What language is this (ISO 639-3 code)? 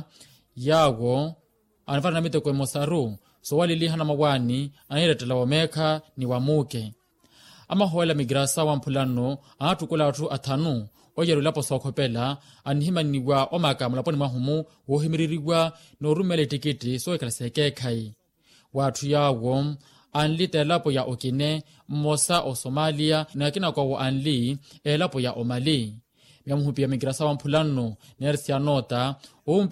vmw